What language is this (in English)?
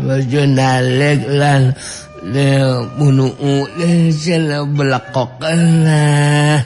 Sundanese